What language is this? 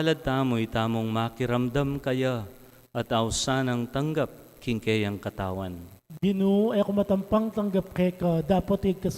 Pampanga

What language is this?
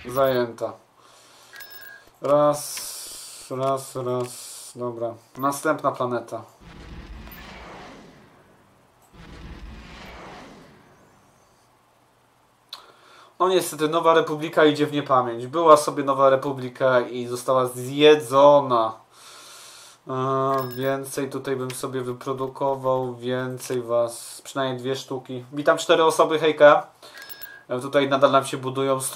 Polish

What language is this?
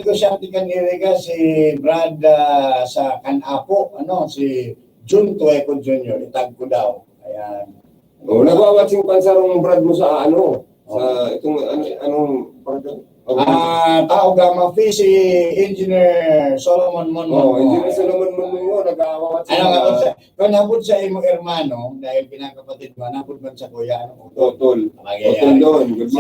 Bikol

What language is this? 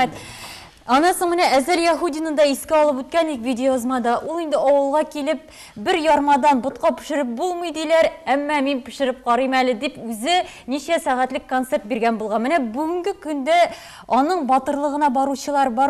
Tatar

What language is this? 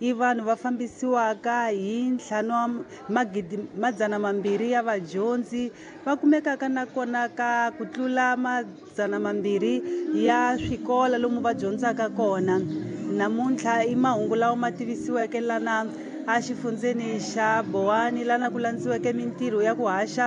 Tsonga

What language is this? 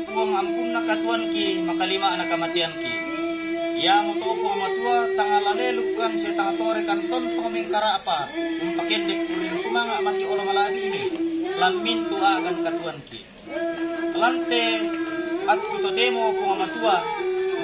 Toraja-Sa'dan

